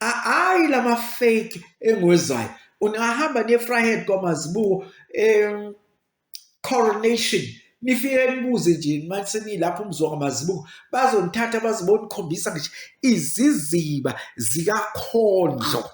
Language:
Zulu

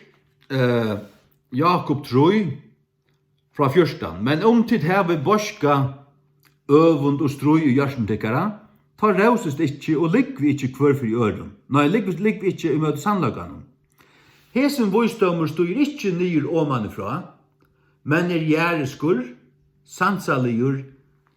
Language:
Faroese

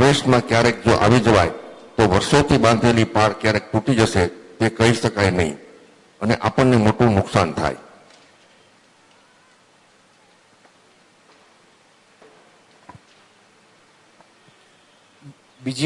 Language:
Gujarati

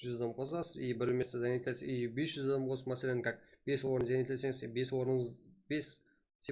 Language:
Kara-Kalpak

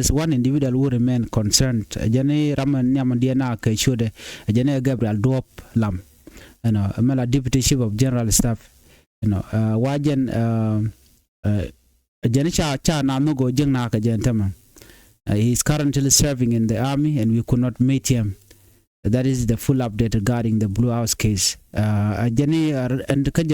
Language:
Nuer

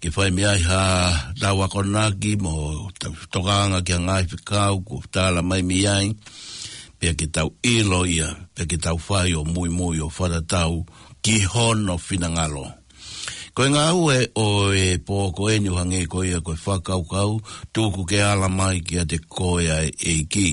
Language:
Tongan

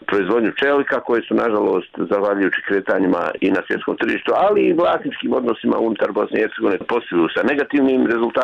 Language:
Bosnian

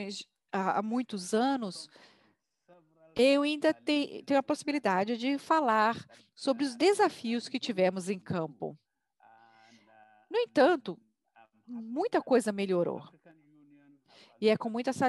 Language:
Portuguese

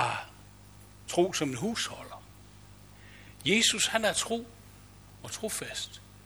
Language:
Danish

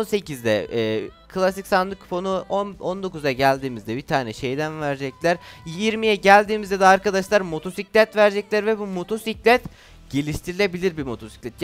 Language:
Turkish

